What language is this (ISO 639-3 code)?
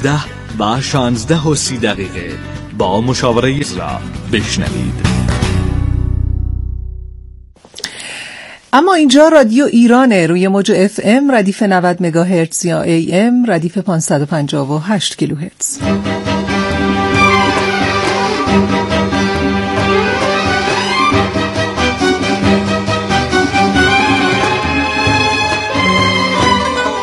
fas